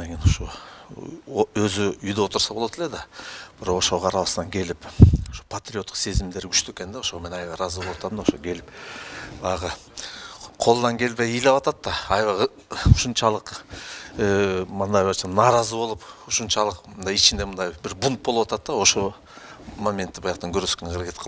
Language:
Kyrgyz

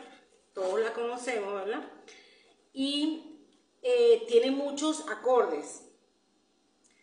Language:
Spanish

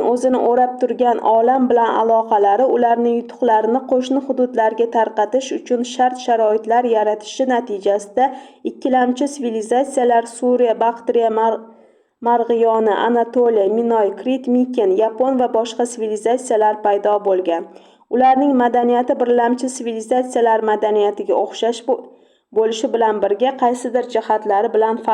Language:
Uzbek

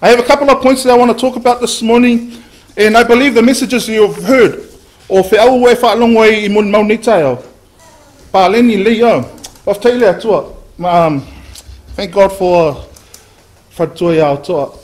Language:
Samoan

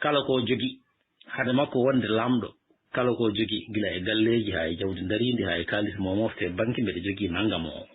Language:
Fula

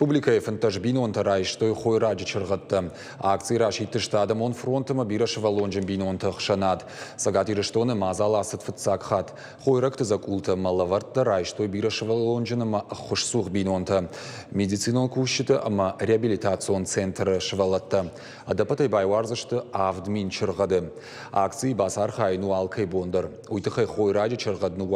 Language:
Ossetic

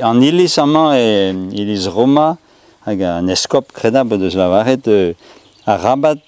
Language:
Breton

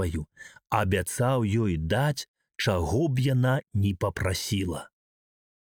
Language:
Belarusian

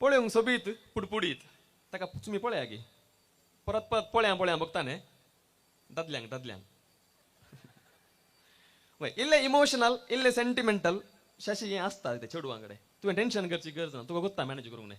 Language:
Konkani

